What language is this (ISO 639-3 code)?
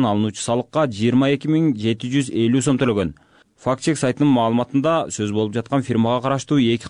kir